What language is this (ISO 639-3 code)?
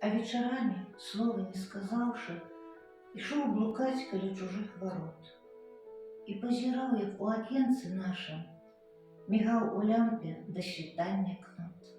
bel